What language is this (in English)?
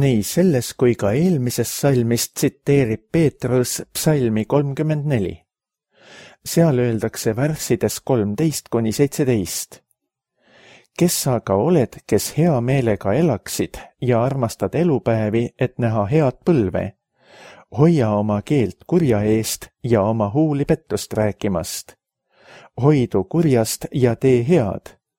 Estonian